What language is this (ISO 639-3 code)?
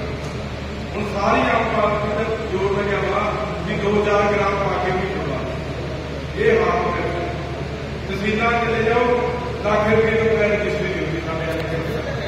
pan